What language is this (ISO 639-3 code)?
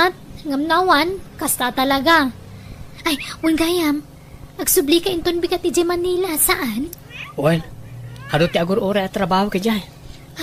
ilo